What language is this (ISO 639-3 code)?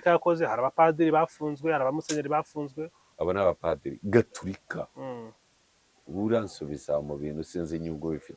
kin